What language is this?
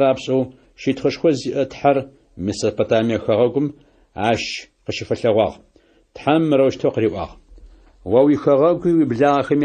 Adyghe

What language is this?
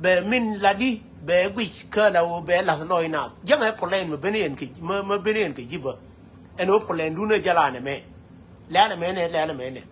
Nuer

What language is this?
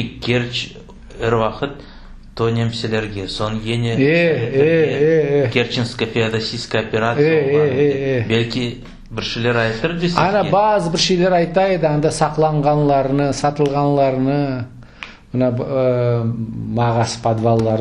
Crimean Tatar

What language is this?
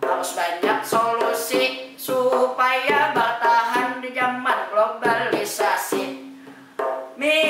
Banjar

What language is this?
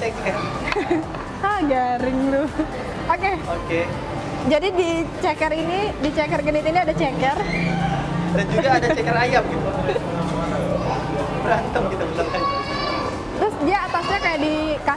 Indonesian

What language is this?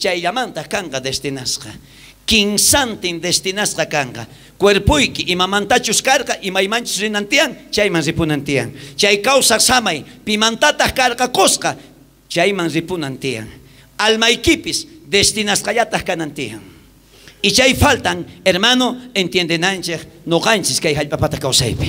South Bolivian Quechua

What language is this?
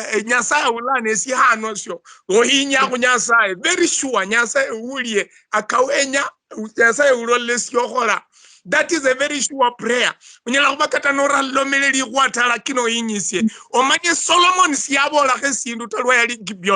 Luyia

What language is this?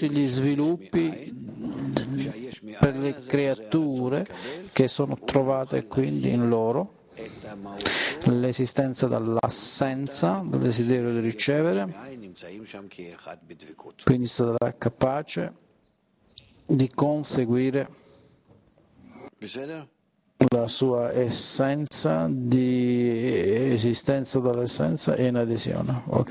Italian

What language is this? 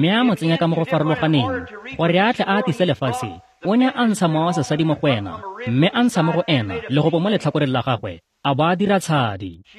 Tswana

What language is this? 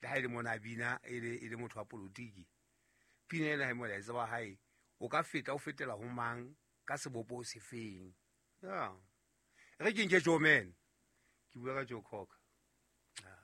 Southern Sotho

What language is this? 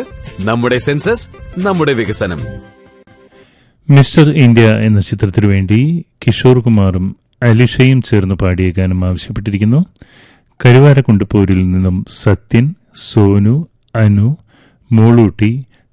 Malayalam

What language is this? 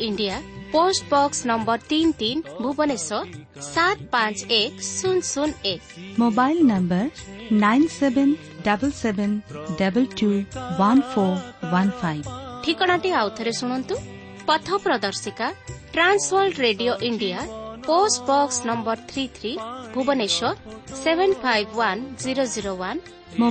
Odia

